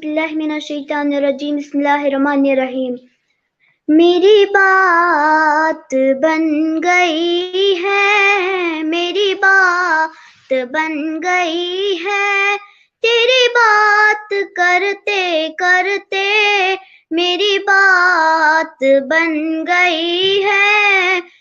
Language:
Kashmiri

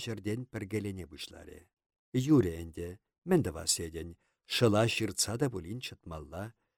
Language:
Chuvash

